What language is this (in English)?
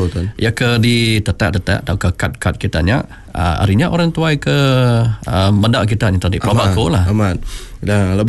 Iban